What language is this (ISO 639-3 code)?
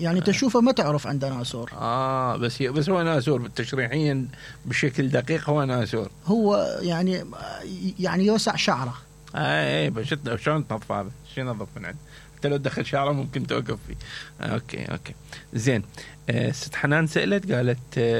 acm